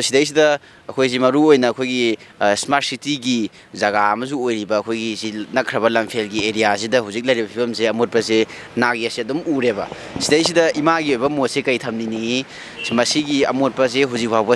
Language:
Manipuri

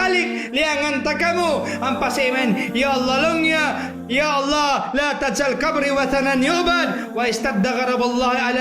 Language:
Tausug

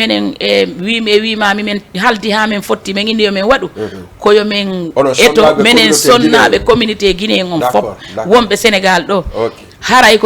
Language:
Fula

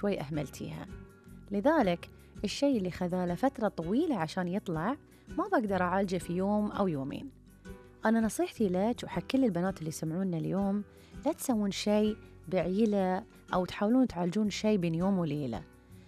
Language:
Gulf Arabic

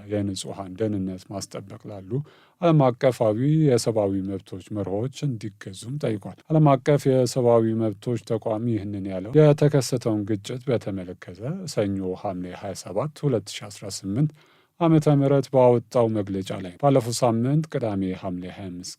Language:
Amharic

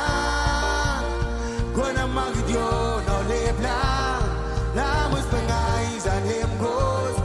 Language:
Marshallese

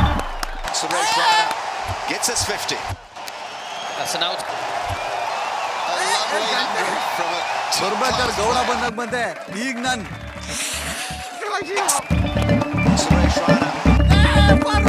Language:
Kannada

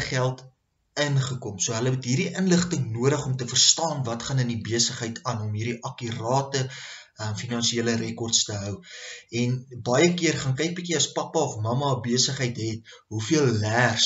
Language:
Afrikaans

